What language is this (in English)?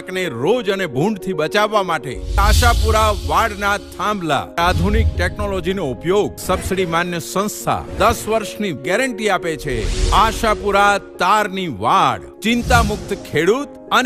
Gujarati